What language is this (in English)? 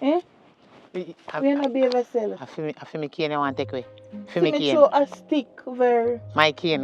Jamaican Creole English